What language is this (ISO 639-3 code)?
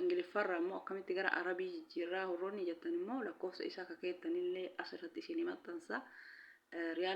orm